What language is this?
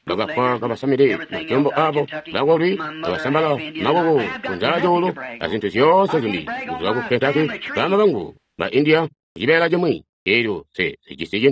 Tonga (Zambia)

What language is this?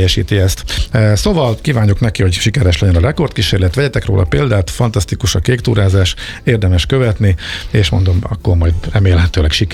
Hungarian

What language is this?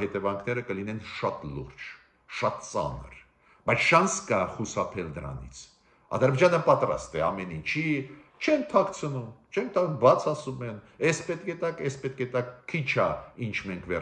Armenian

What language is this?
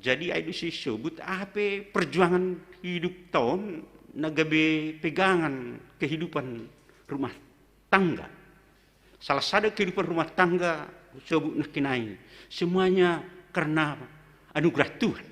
Batak Simalungun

